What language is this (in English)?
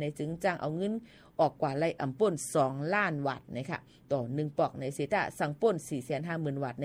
Thai